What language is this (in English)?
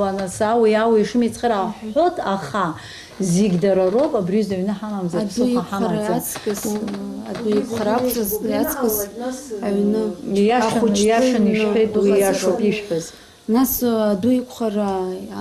Abkhazian